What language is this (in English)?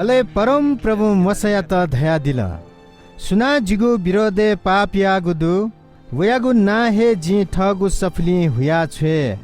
Newari